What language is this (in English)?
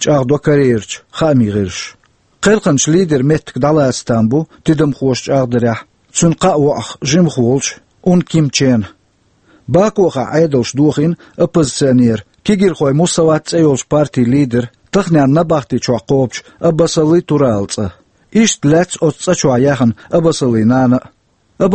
Chechen